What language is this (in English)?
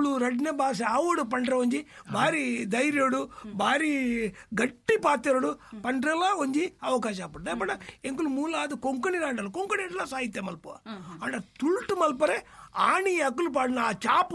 Tulu